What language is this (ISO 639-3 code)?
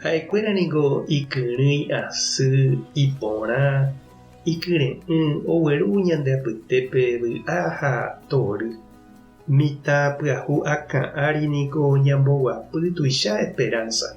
grn